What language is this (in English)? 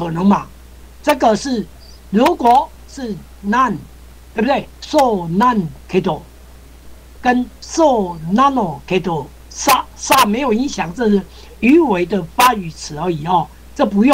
Chinese